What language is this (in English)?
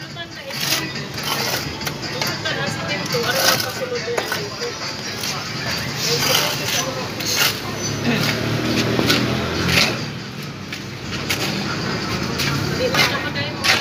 Filipino